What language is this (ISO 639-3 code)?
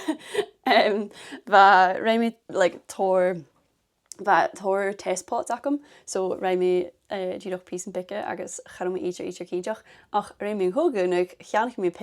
gla